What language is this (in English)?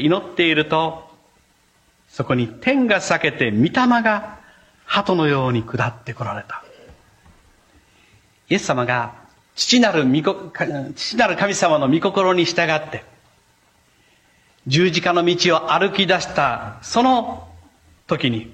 Japanese